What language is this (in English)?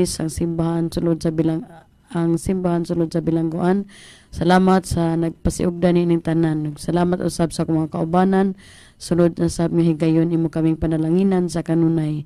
Cebuano